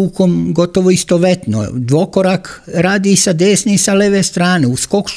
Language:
Serbian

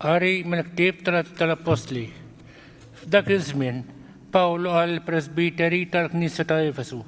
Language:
Maltese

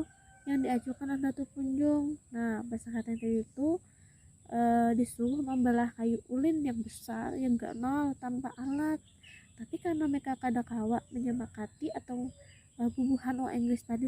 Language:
Banjar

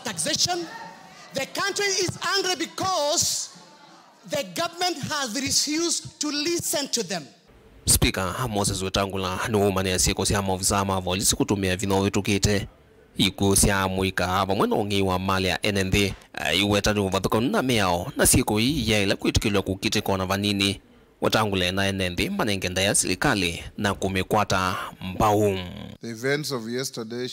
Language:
Kamba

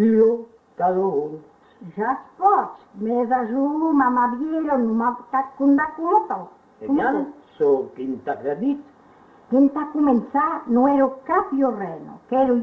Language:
Occitan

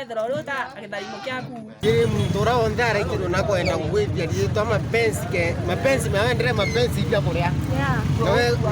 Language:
Meru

